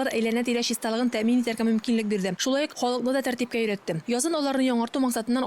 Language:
Tatar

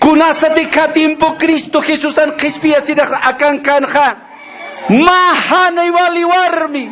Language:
Aymara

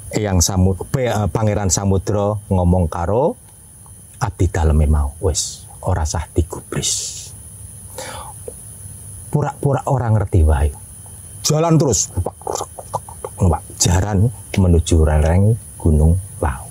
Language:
Javanese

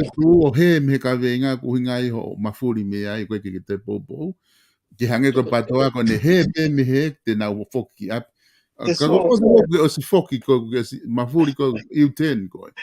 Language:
Tongan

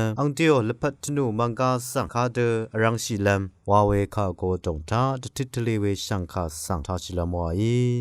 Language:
Rawang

